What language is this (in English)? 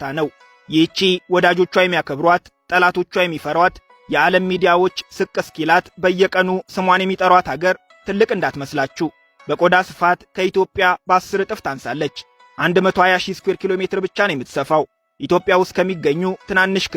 Amharic